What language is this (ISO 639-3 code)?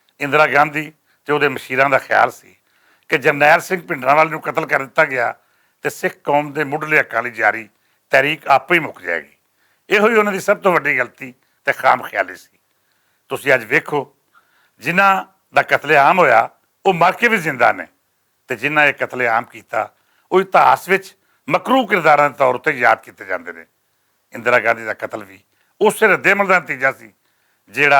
lah